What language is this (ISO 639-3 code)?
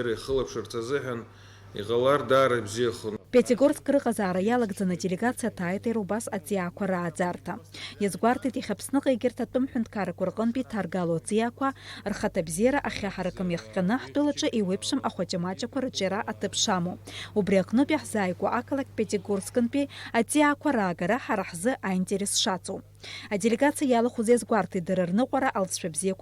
abk